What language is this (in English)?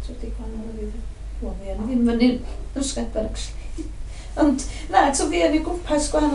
Welsh